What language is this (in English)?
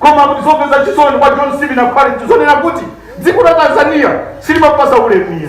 Nyanja